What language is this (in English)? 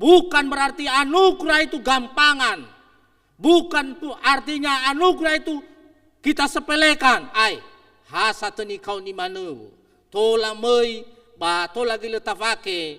Nias